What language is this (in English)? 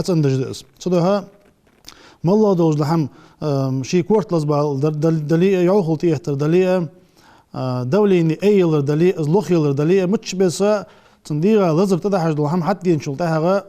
Ingush